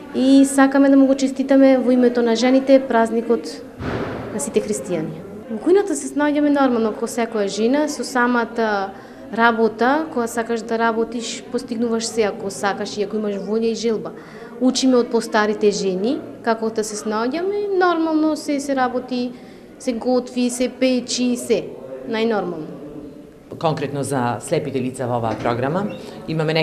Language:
Macedonian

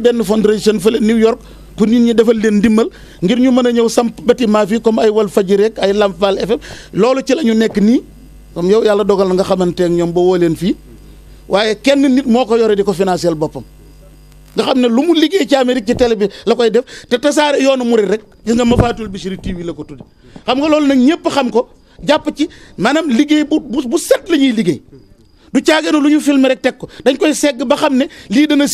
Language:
Wolof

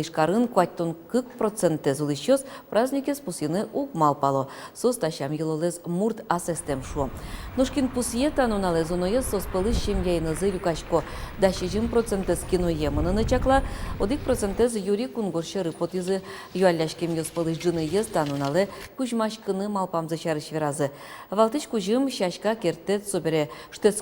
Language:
Udmurt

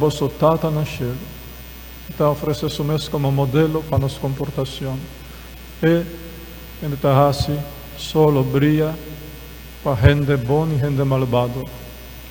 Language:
Papiamento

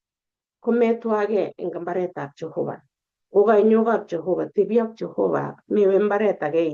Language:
Kalenjin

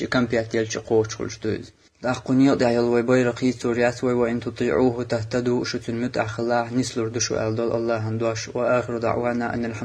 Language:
Chechen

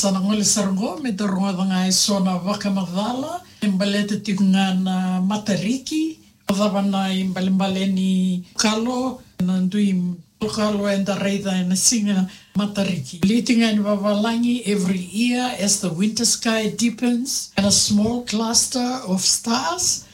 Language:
Fijian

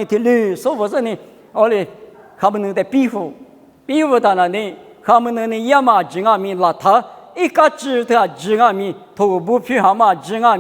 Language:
Lisu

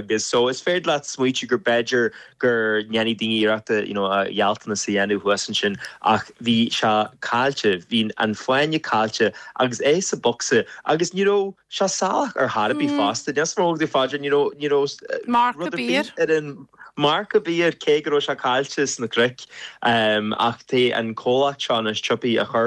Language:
Irish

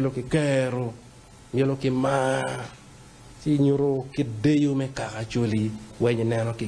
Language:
Acoli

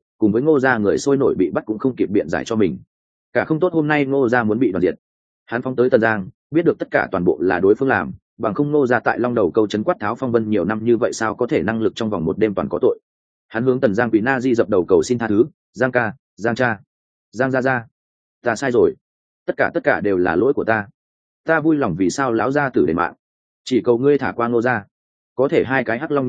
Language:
Vietnamese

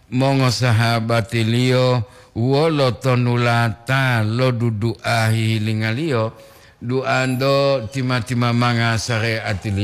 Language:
Gorontalo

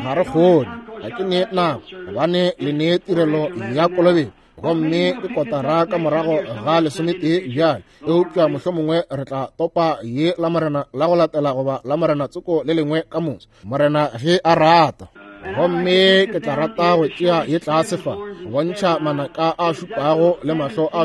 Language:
Northern Sotho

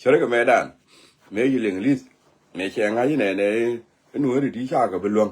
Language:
Nuer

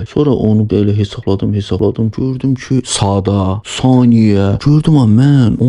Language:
Azerbaijani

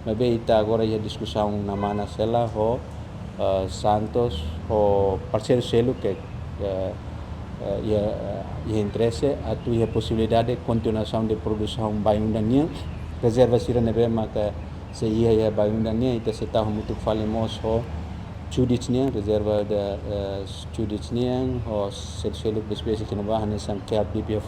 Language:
Tetum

